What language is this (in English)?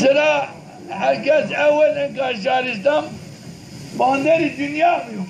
Zaza